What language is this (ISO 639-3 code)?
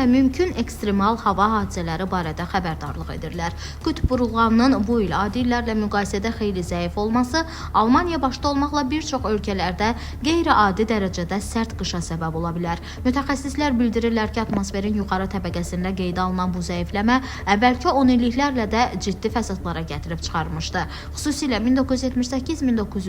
aze